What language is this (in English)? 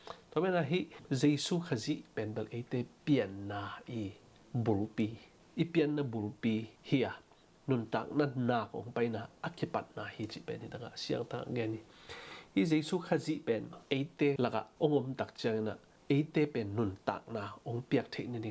Tedim Chin